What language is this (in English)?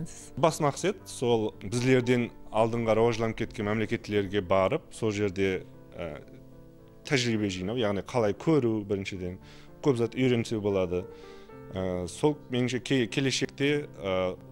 Kara-Kalpak